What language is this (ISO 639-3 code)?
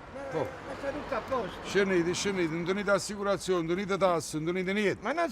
nap